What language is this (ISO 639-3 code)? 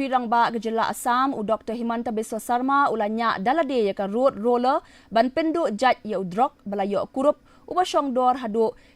kha